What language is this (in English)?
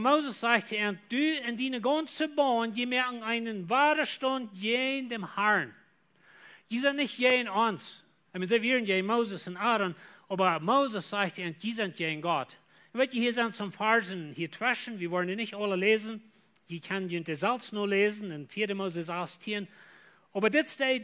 Plautdietsch